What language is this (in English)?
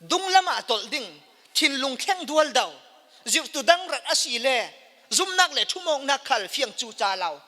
Falam Chin